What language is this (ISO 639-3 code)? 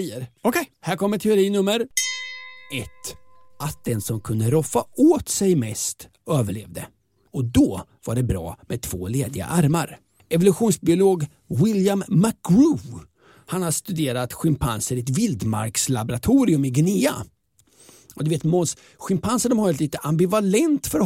swe